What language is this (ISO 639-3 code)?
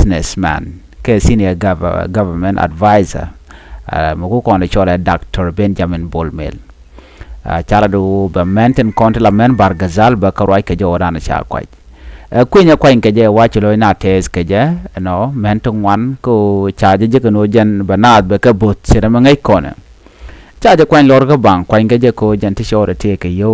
nus